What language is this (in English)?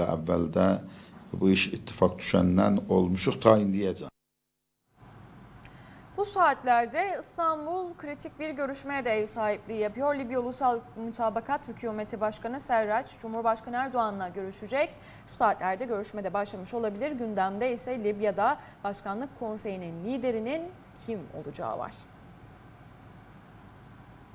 Turkish